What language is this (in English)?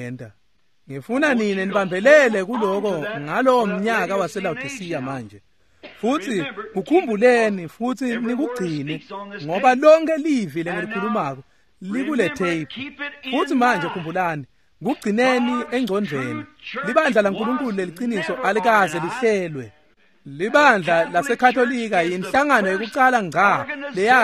Swati